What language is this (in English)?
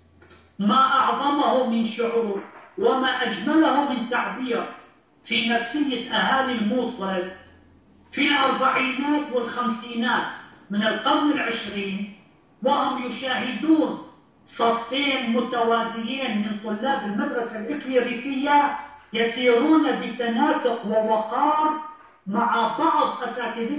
Arabic